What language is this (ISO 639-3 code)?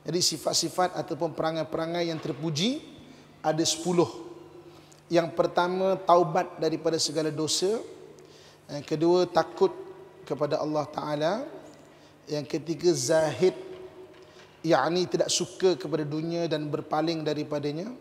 msa